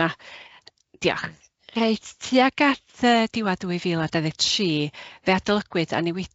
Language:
Welsh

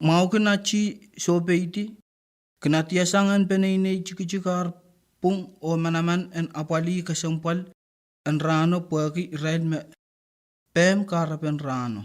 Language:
Pohnpeian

